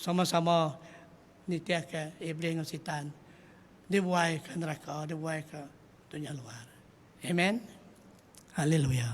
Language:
Iban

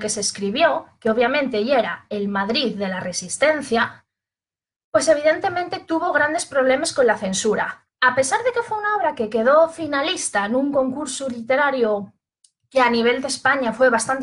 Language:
Asturian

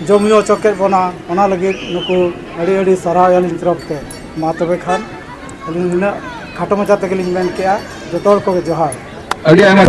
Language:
Santali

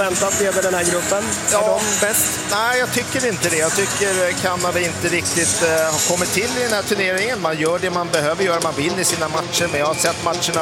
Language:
Swedish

